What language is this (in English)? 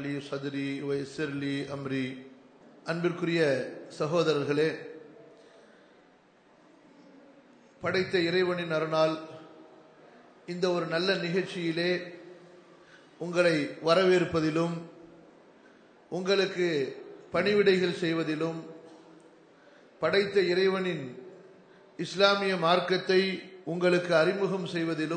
Tamil